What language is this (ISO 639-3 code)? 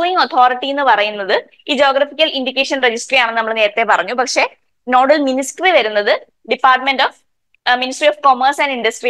mal